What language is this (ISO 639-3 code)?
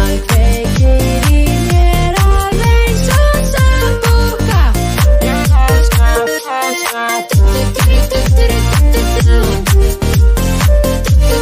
isl